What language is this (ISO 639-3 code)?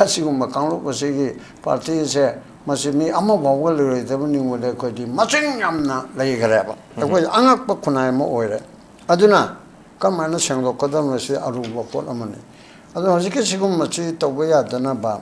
mni